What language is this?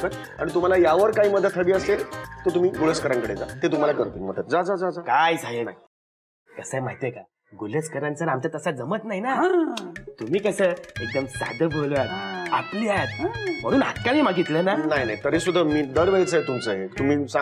Marathi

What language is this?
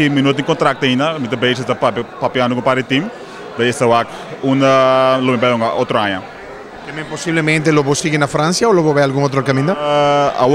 Papiamento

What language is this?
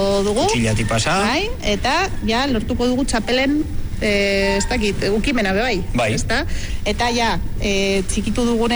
Basque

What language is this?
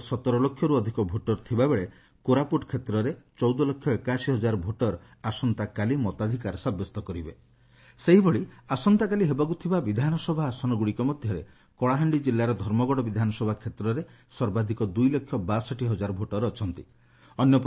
Odia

